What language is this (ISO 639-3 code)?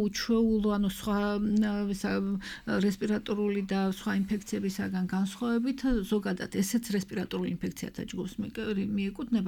kat